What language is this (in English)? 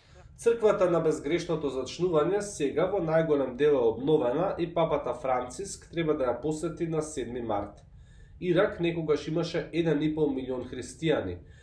Macedonian